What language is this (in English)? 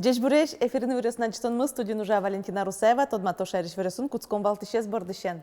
Udmurt